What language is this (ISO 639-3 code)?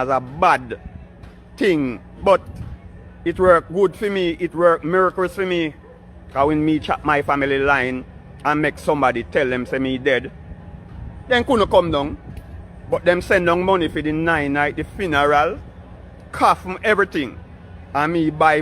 jam